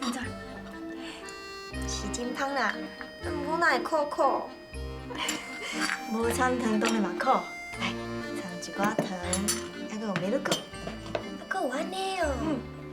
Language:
Min Nan Chinese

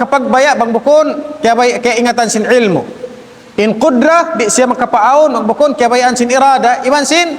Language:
Tausug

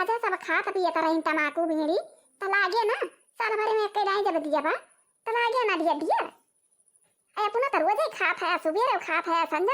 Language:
Awadhi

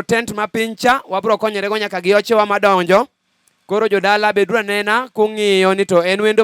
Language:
Luo (Kenya and Tanzania)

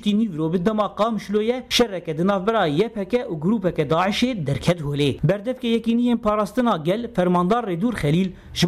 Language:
Kurdish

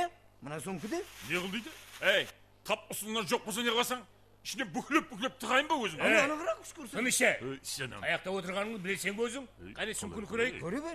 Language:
Kara-Kalpak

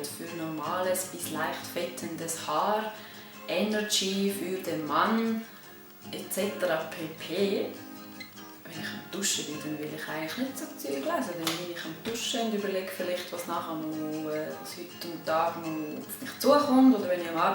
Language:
Swiss German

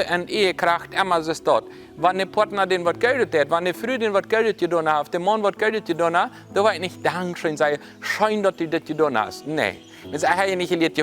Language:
Plautdietsch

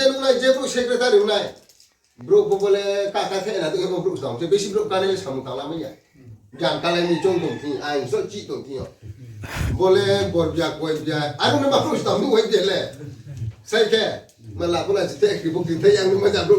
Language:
Riang (India)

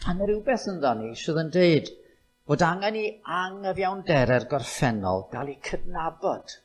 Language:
Welsh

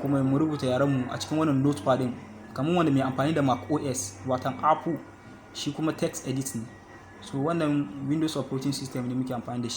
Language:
Hausa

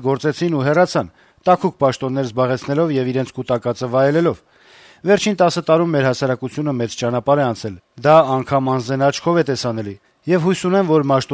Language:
Armenian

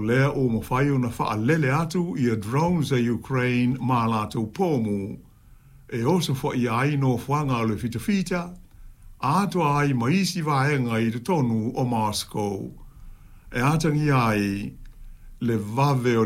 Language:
Samoan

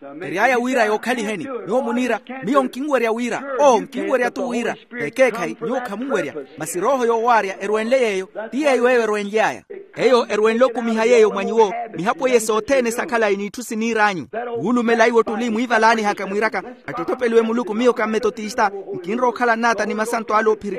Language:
Makhuwa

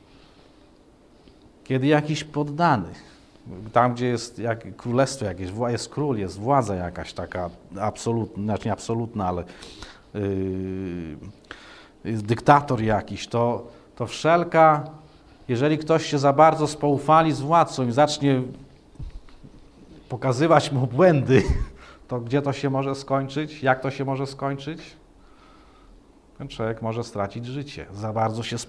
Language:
Polish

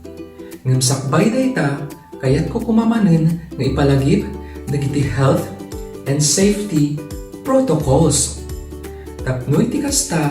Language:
Iloko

